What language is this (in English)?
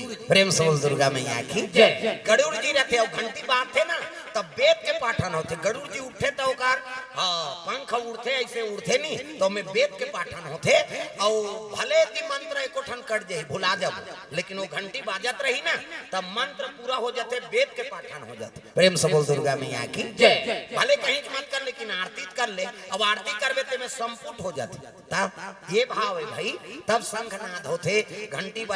Chhattisgarhi